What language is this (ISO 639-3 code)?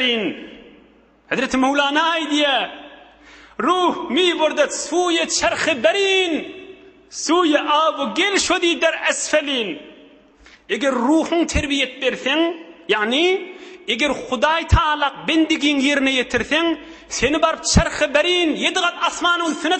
tuk